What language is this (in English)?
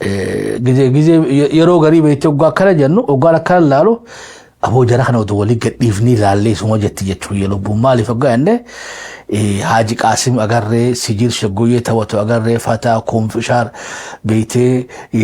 Oromo